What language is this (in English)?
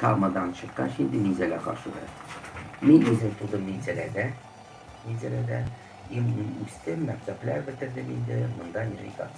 Tatar